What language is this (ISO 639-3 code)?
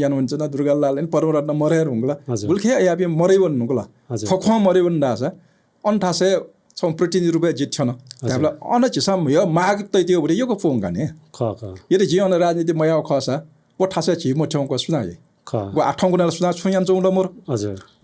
new